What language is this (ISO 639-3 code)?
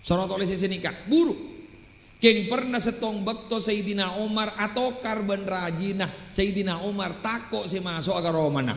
mad